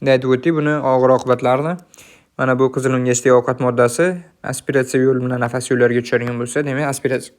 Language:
Uzbek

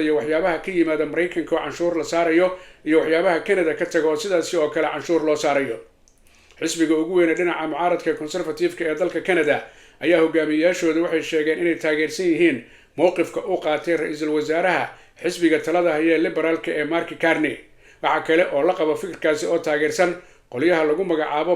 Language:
Somali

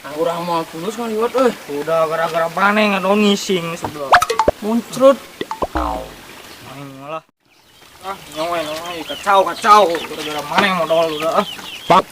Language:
Sundanese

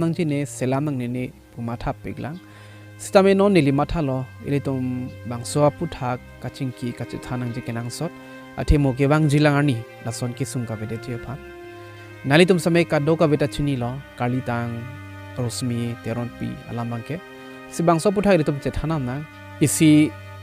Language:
Karbi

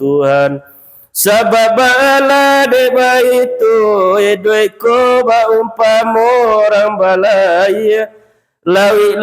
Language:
Minangkabau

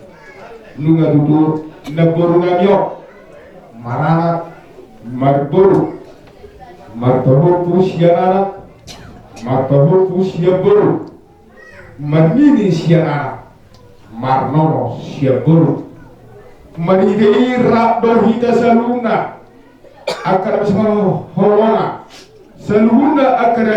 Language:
Batak Toba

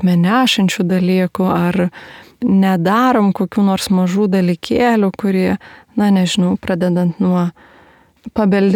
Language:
Lithuanian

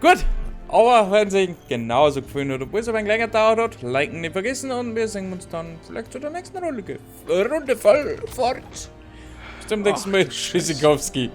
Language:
Bavarian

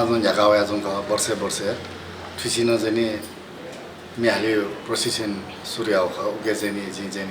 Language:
Newari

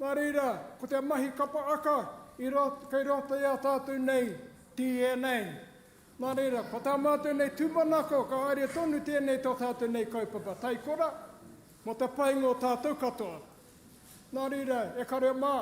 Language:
Māori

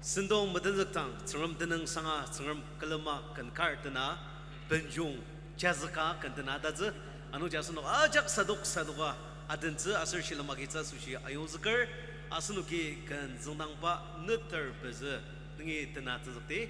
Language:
Ao Naga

